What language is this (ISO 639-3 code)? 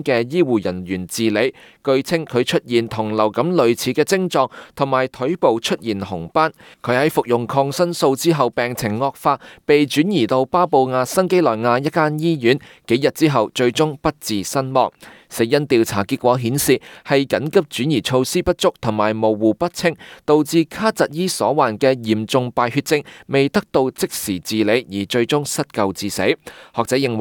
yue